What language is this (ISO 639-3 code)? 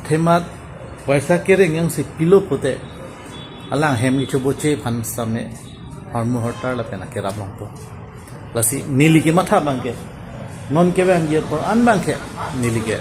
mjw